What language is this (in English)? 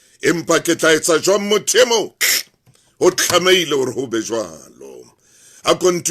Southern Sotho